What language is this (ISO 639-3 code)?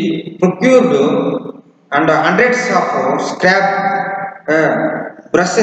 tel